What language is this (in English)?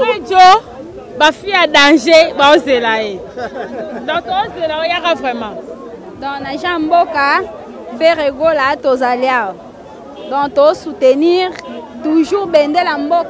Lingala